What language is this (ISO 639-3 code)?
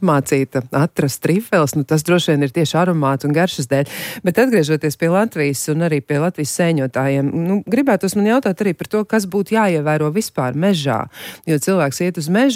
lav